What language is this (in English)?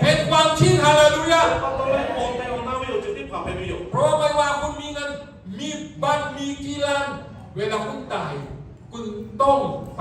Lahu